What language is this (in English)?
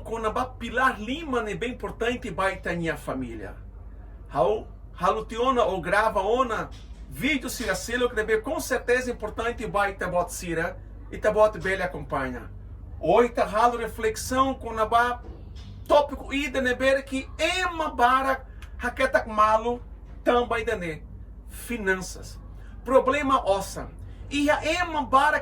Tetum